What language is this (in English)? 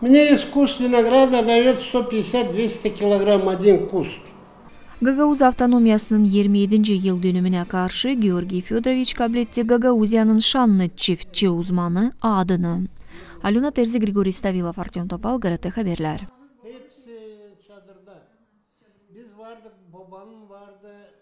Gagauz